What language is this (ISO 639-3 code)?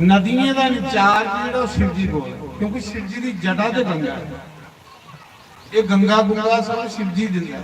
doi